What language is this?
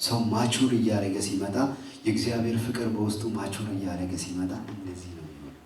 Amharic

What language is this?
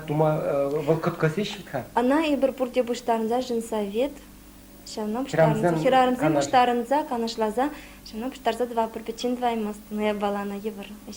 Chuvash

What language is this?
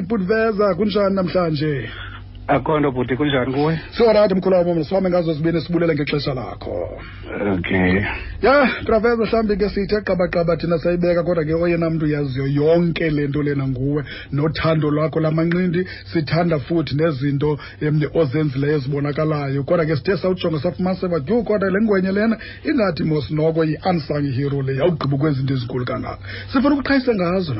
Xhosa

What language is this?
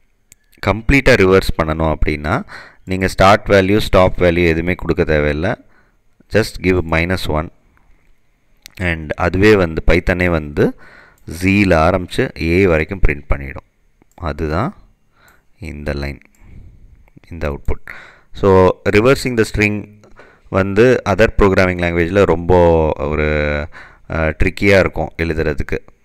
Tamil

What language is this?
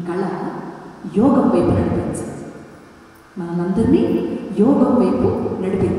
Telugu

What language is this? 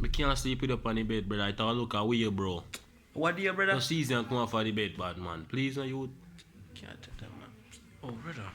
Jamaican Creole English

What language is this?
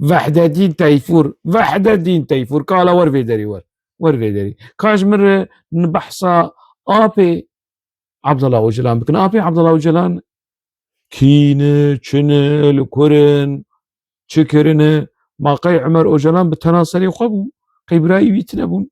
Kurdish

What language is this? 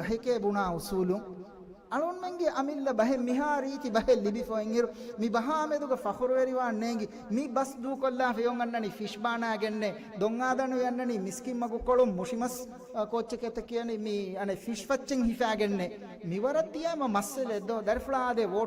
Divehi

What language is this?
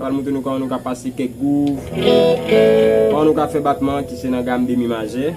Haitian Creole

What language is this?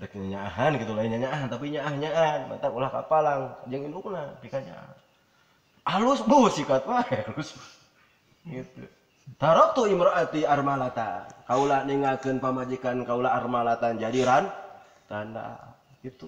Sundanese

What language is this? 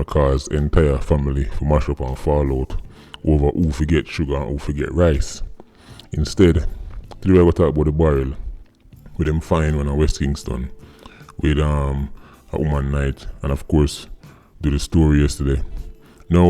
Jamaican Creole English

